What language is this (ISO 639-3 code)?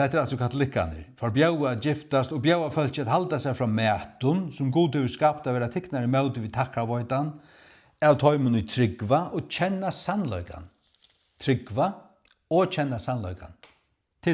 fao